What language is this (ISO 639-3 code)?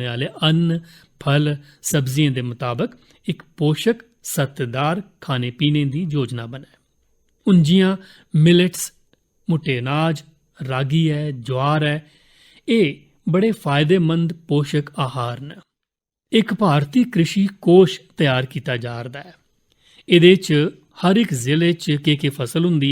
doi